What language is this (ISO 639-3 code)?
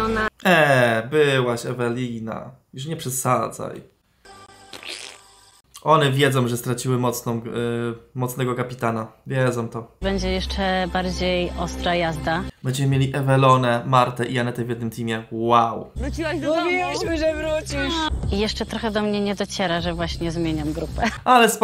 pol